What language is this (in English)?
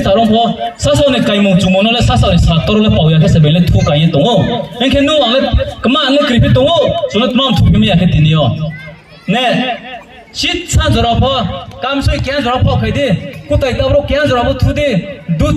Riang (India)